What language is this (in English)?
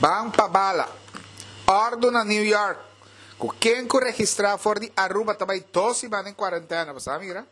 Papiamento